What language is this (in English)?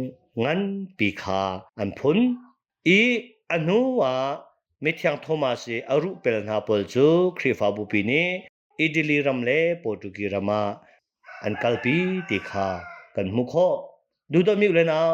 Hakha Chin